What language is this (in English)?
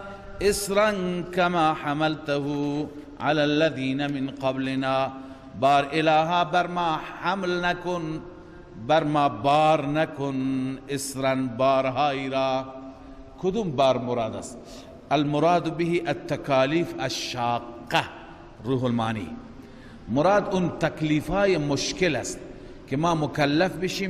Persian